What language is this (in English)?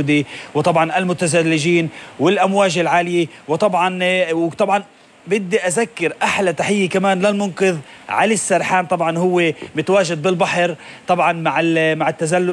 North Levantine Arabic